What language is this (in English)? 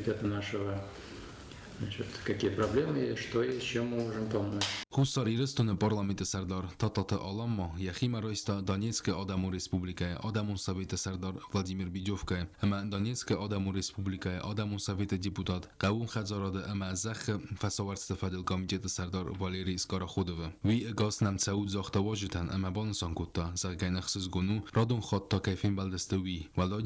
Ossetic